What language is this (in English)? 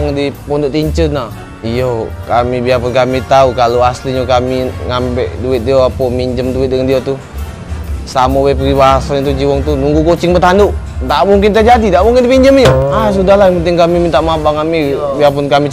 Musi